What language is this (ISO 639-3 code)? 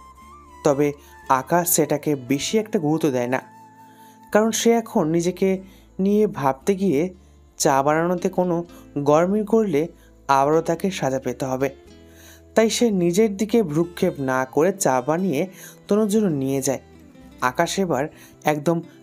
ben